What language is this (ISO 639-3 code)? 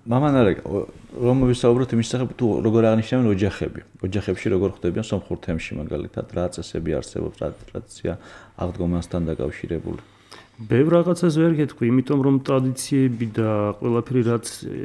kat